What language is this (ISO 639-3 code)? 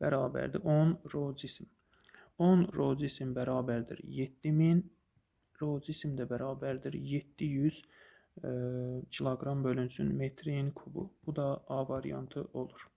aze